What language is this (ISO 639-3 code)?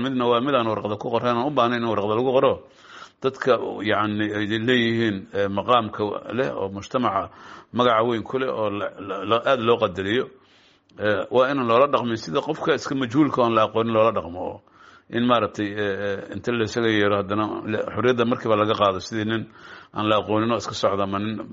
som